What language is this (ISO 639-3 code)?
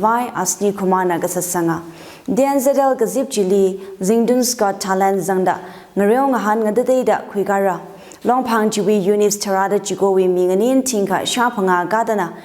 nmf